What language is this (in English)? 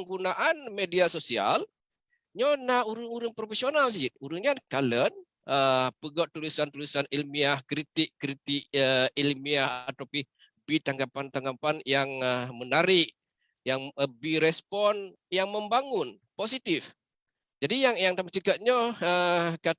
Achinese